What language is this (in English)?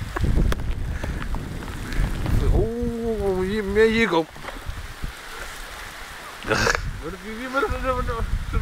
Dutch